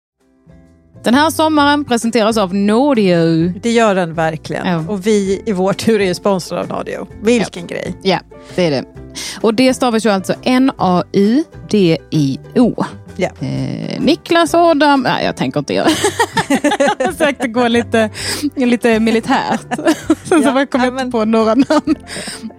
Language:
Swedish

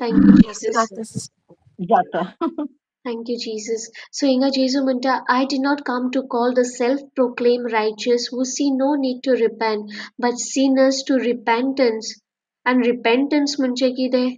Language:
Konkani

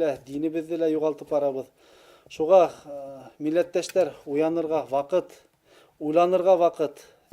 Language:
Bashkir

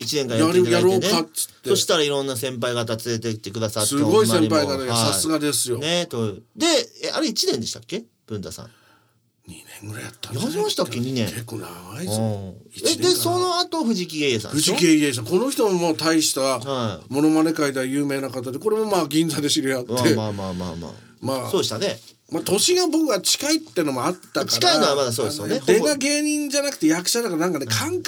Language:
Japanese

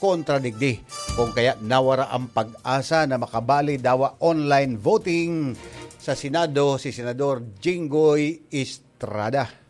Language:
Bikol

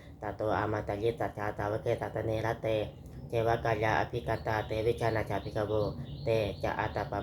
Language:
Pali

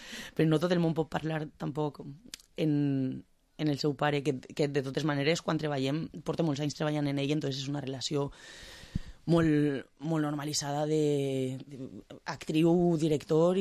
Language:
Catalan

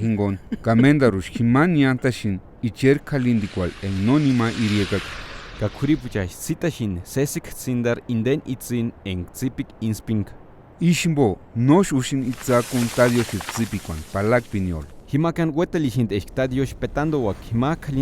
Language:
Purepecha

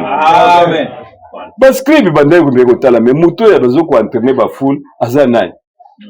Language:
Lingala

